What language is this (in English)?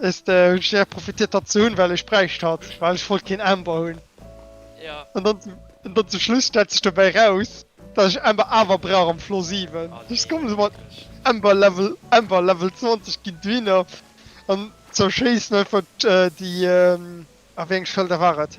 Luxembourgish